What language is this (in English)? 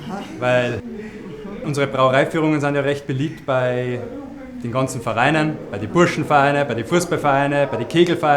Bavarian